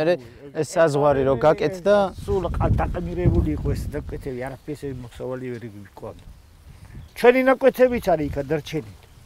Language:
Georgian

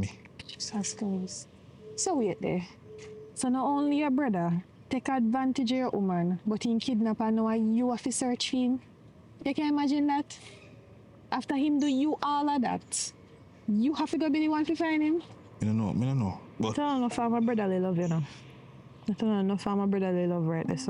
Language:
Jamaican Creole English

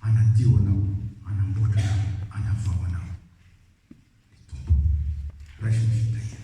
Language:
Malagasy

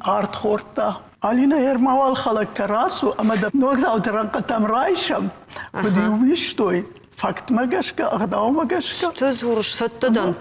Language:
Ossetic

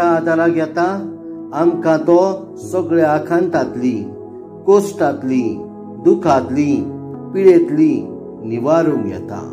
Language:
Konkani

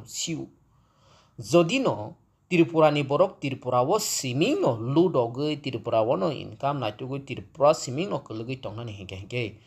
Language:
Kok Borok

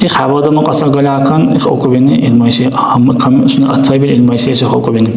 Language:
Dargwa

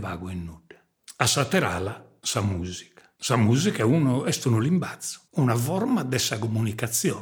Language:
Sardinian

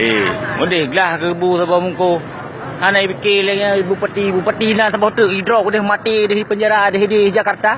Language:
Achinese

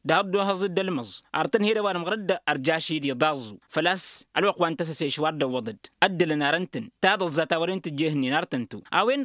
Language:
Tamasheq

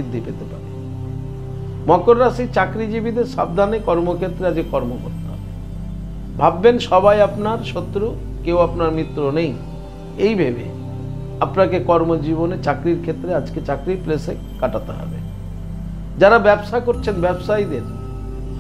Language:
Bangla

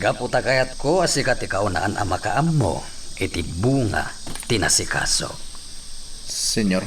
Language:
Iloko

